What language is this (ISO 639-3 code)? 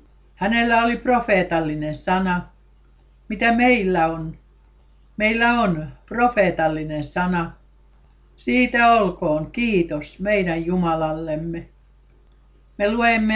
fin